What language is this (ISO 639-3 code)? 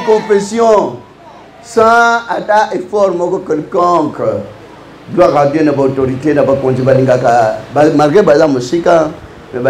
lin